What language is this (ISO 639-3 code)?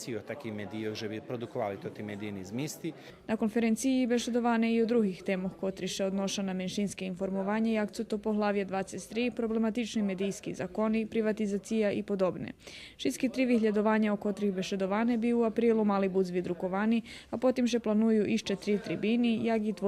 rue